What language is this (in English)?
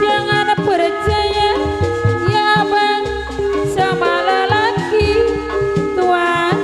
Betawi